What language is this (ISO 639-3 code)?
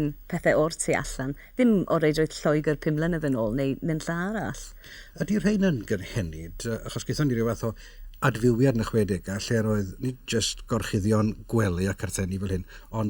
cym